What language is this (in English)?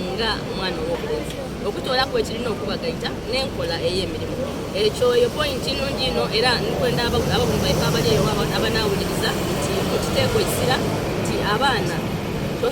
Soga